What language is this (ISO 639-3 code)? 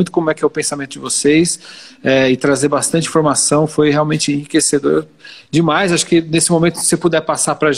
por